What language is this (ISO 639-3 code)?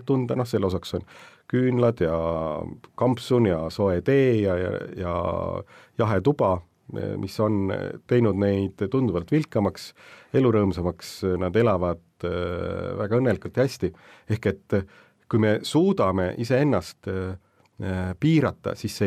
est